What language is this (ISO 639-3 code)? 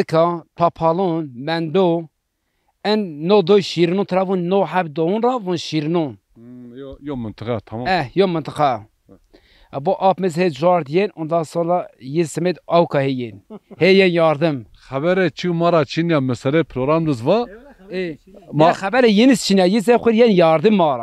zza